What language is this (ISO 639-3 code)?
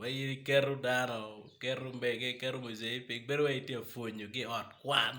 ach